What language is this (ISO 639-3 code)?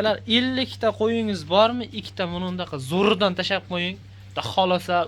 uzb